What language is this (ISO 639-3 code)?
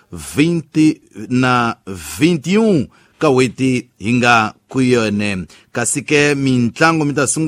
tso